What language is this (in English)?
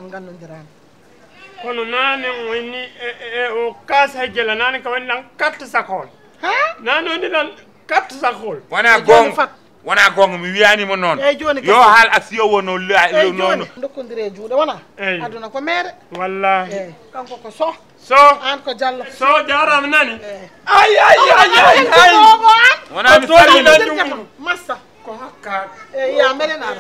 Fula